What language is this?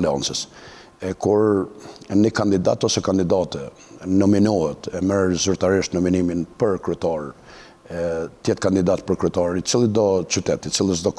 Albanian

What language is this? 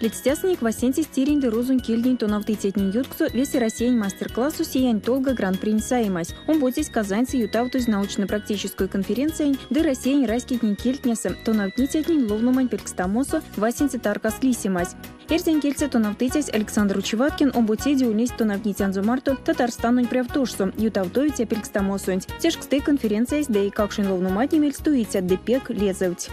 Erzya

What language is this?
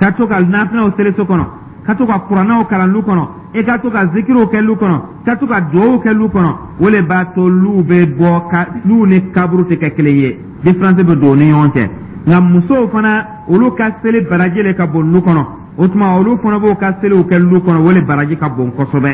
Dyula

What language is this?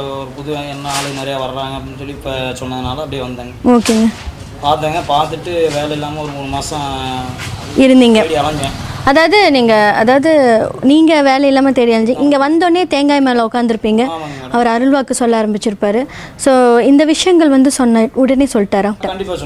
Tamil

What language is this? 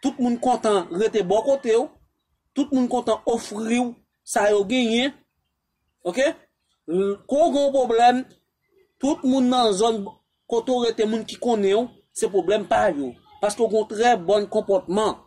Haitian Creole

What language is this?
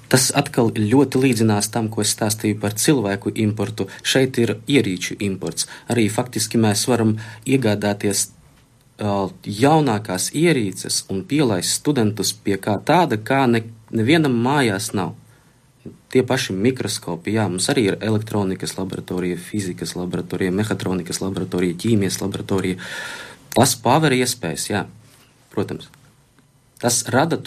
Latvian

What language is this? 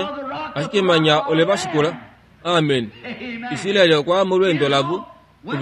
Kuanyama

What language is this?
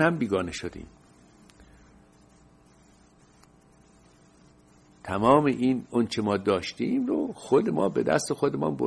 Persian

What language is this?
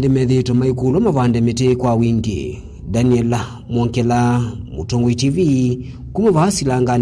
Kamba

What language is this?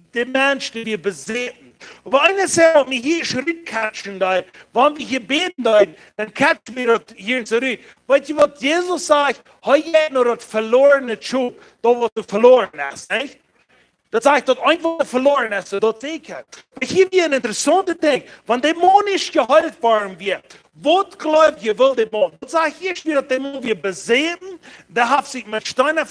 Plautdietsch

